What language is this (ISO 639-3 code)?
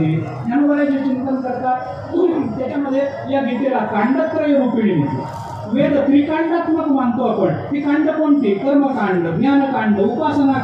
mar